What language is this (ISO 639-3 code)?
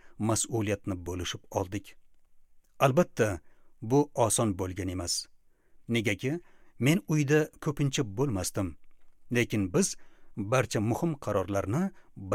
uzb